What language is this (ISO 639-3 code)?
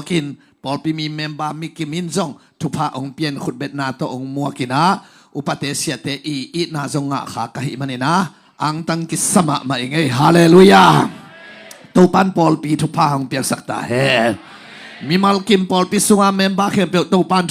ctd